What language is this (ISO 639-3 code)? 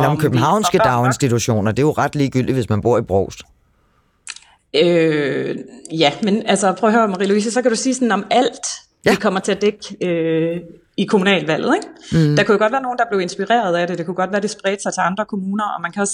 dan